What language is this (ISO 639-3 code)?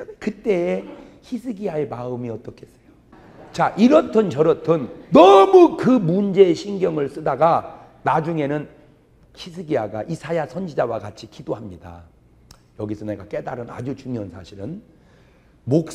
kor